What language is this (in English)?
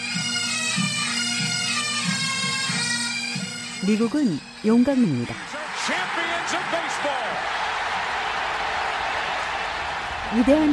Korean